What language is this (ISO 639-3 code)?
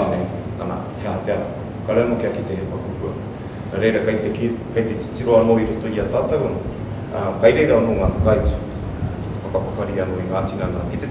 mri